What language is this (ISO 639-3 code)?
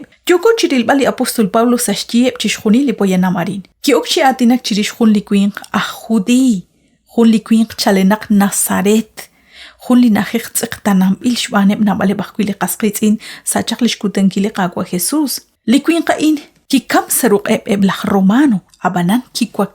kek